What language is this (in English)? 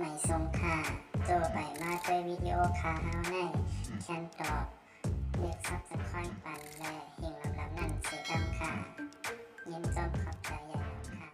Shan